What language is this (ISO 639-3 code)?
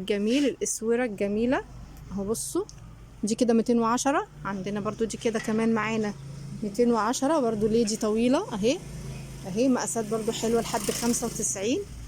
arz